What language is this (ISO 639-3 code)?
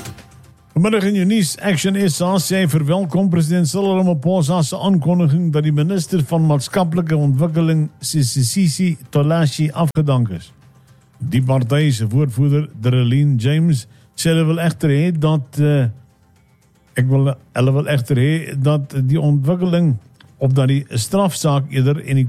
afr